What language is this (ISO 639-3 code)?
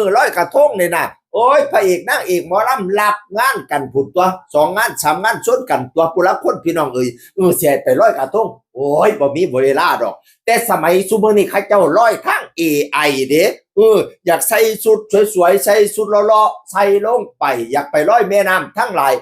tts